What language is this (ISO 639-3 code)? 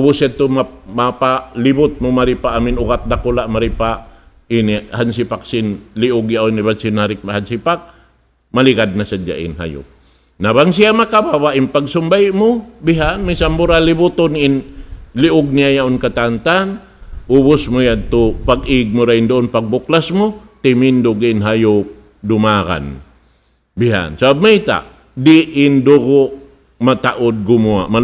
tsg